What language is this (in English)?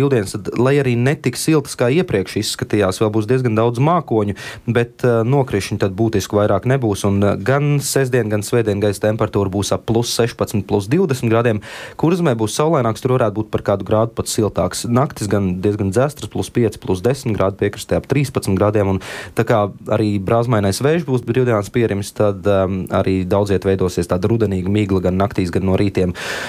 Latvian